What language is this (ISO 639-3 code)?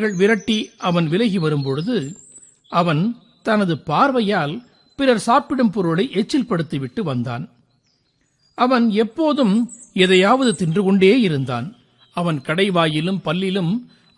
tam